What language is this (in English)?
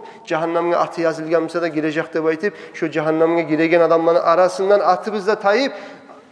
Kumyk